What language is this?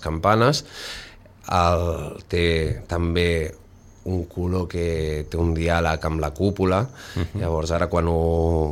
Catalan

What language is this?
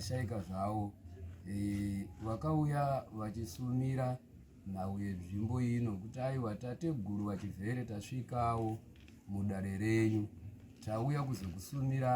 Shona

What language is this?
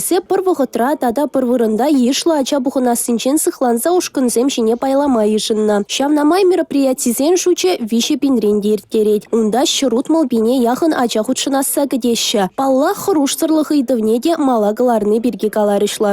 Chuvash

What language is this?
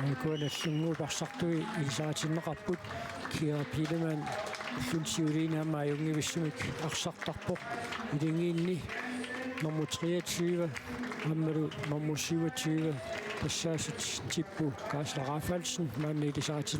Kalaallisut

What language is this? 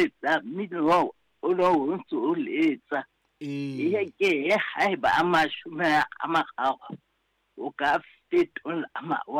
Southern Sotho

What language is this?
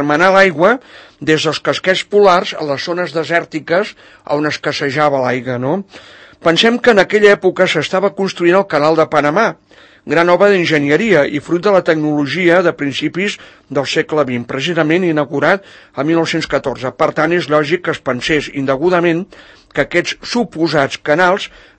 Catalan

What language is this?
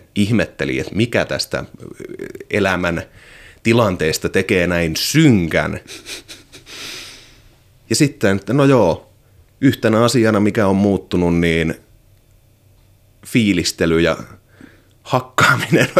Finnish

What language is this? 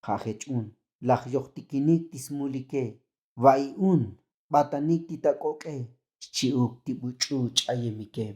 Tzotzil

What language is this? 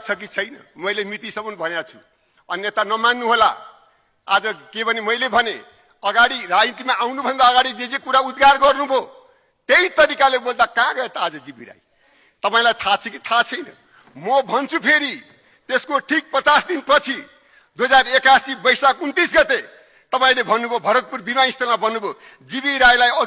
Nepali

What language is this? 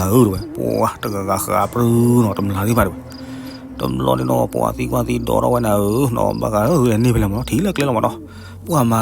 S'gaw Karen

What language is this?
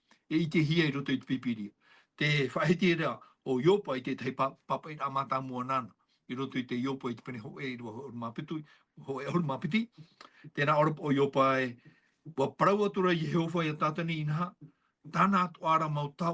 Tahitian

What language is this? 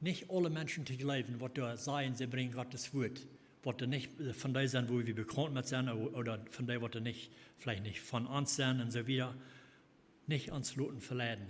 Plautdietsch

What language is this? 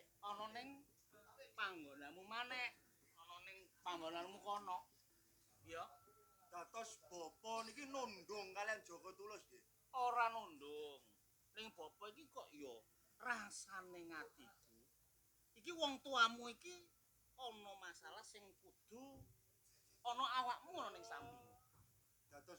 Javanese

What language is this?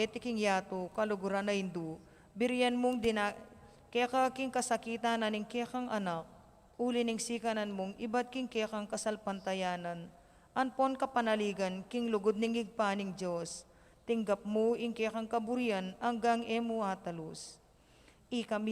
Pampanga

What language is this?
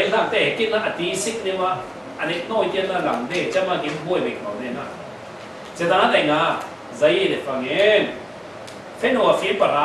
Falam Chin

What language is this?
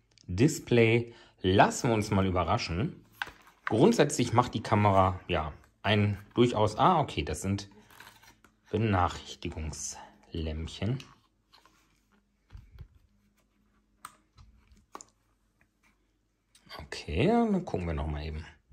German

